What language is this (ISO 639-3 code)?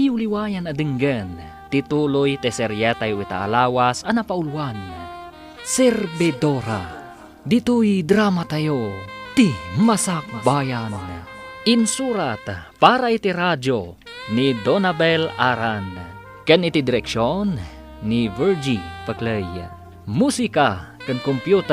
ilo